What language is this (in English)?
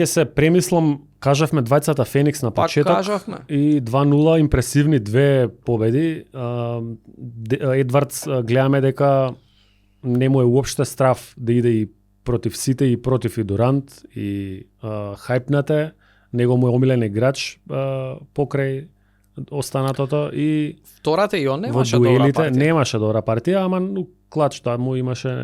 Macedonian